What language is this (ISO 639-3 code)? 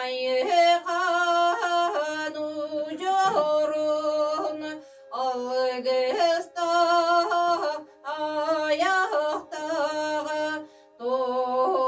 sah